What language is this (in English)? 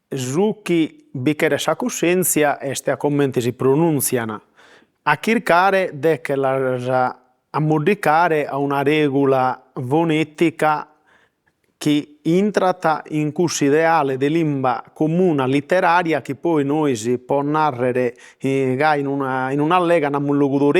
Sardinian